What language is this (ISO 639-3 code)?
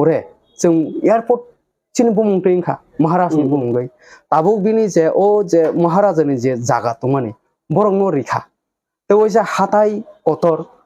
trp